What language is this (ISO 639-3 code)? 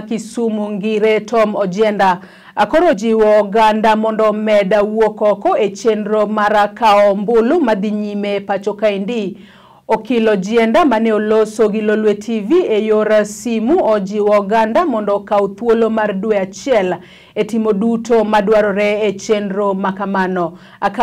luo